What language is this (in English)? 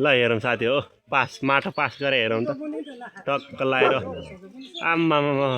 Nepali